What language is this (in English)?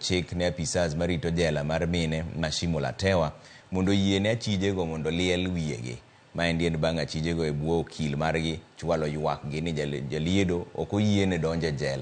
Luo (Kenya and Tanzania)